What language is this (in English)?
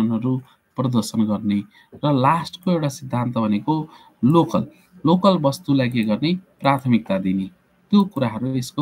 Nepali